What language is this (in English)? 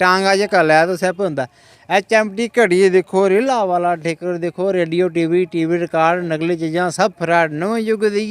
Dogri